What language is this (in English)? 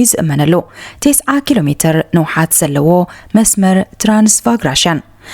Tigrinya